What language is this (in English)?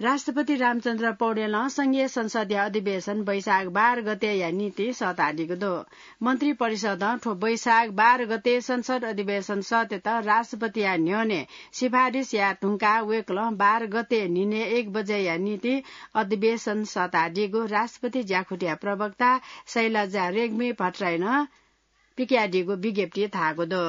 Newari